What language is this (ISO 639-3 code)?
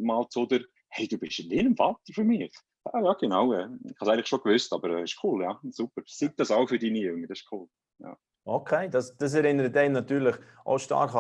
gsw